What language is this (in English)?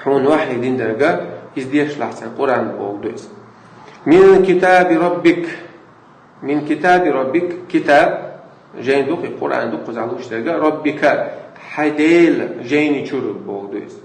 Chechen